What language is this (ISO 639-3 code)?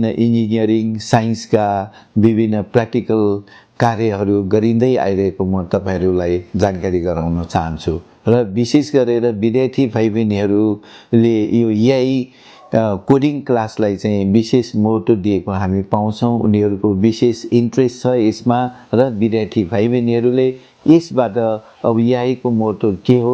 nep